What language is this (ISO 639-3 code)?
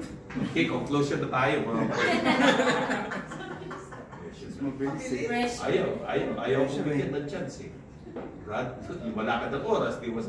fil